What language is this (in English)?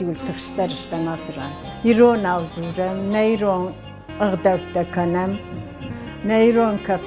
Ossetic